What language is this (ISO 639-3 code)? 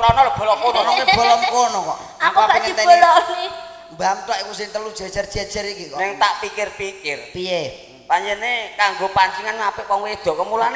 jav